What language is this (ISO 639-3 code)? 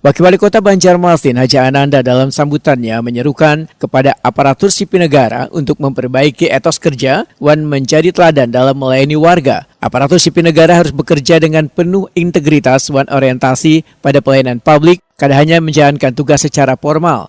bjn